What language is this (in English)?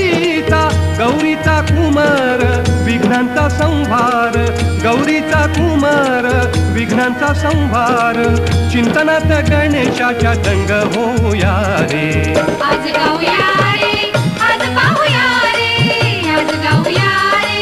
Marathi